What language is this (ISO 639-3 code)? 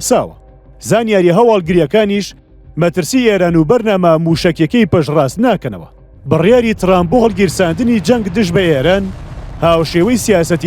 ckb